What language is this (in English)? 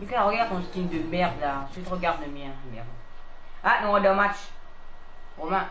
Morisyen